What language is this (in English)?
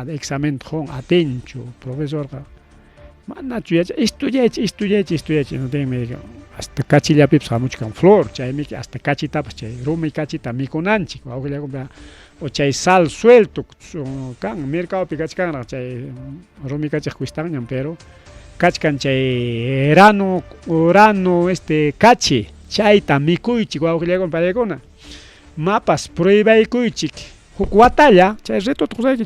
Ayacucho Quechua